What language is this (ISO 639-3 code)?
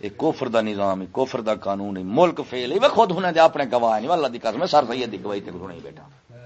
skr